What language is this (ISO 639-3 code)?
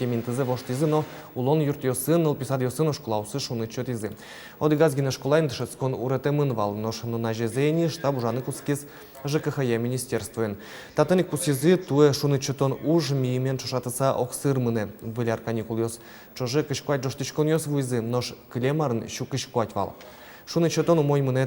udm